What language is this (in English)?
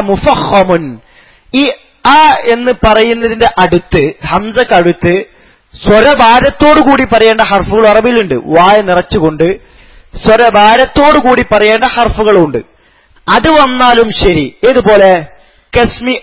Malayalam